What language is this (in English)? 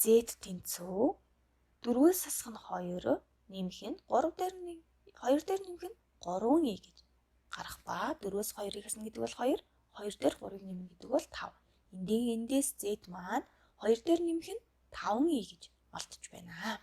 Mongolian